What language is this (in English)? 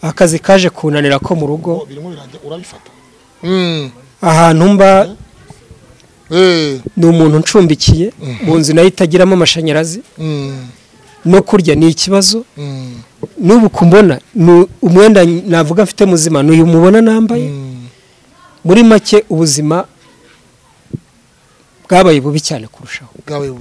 Kinyarwanda